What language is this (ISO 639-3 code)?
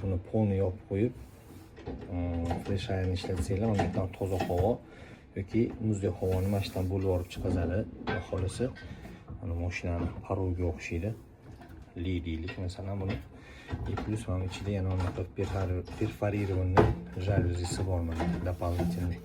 uzb